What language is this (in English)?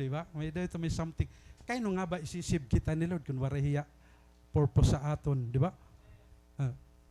Waray